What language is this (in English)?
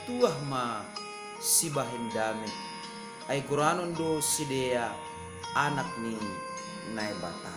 Batak Simalungun